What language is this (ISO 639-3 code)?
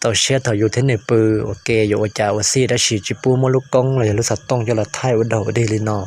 hmn